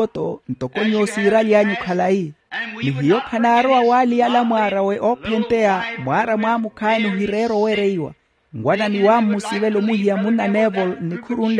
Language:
Makhuwa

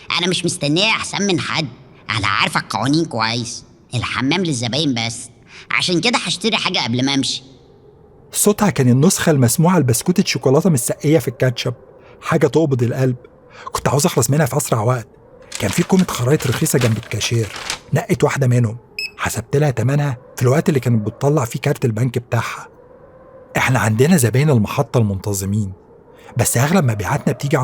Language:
Egyptian Arabic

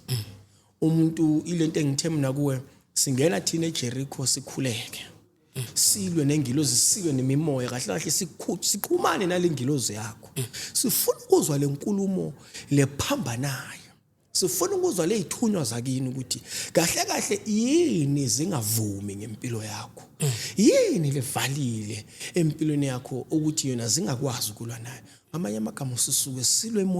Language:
Zulu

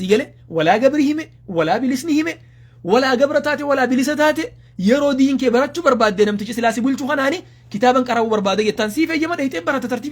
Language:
Oromo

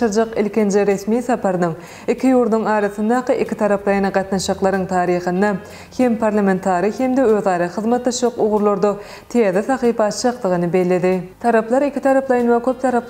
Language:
Turkmen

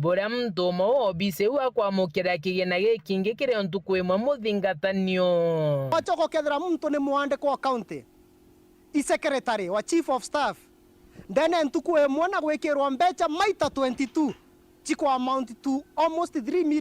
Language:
Meru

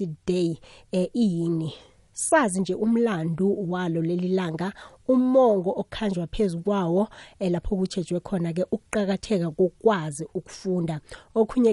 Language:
South Ndebele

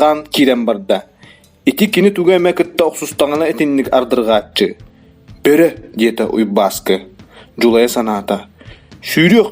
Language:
Yakut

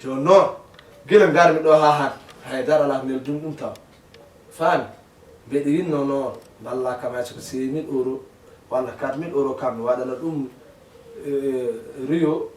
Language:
Fula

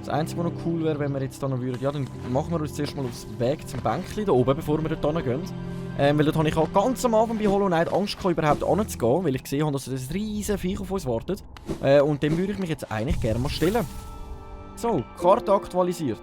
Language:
Swiss German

